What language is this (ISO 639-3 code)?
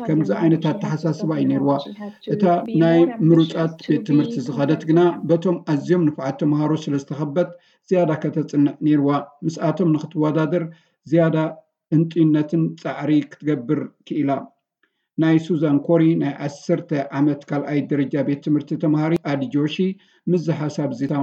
tir